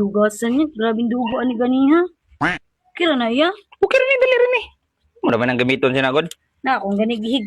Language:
Cebuano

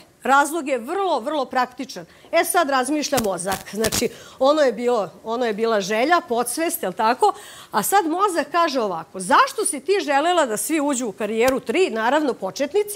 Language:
Serbian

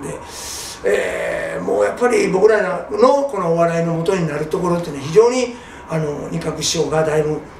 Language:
Japanese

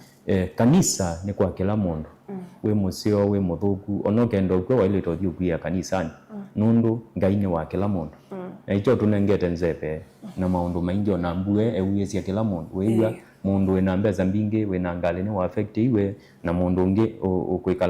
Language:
Kamba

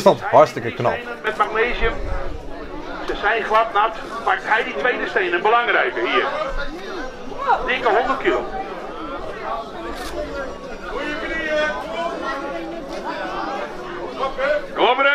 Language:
Dutch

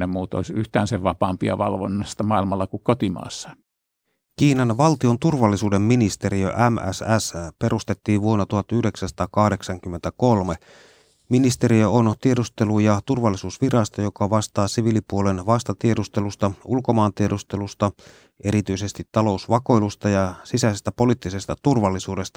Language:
Finnish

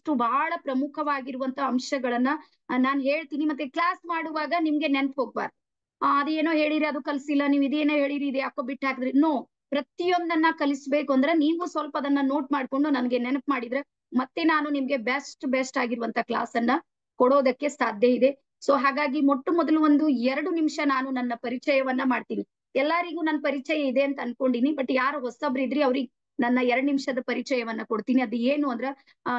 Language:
Kannada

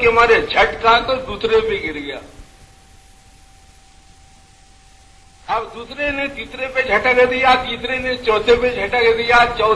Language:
Urdu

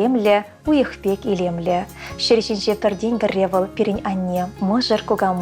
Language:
Chuvash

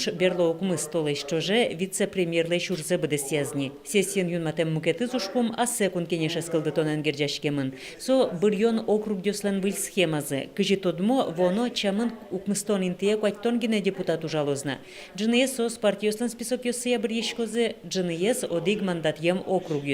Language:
Udmurt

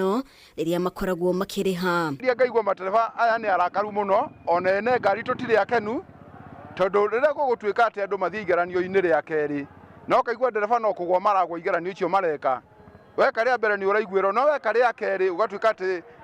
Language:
Kikuyu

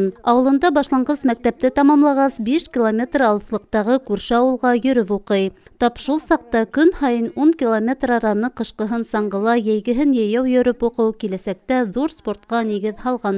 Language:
Bashkir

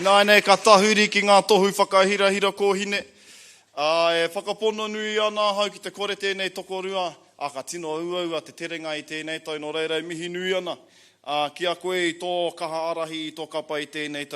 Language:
Māori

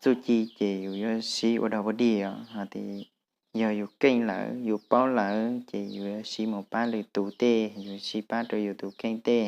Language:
Hmong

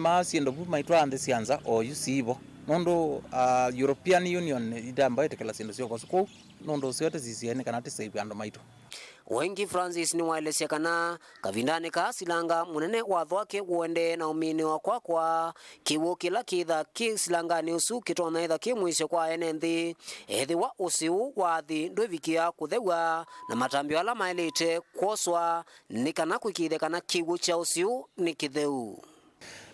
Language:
Kamba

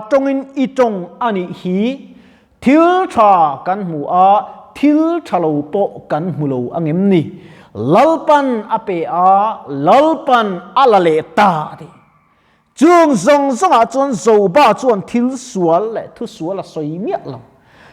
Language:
Mizo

